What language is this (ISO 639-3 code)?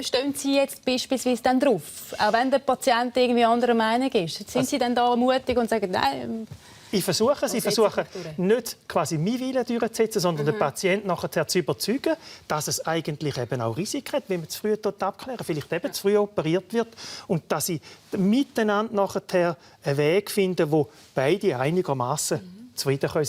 gsw